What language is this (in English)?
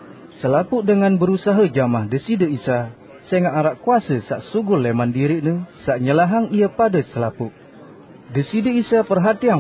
Sasak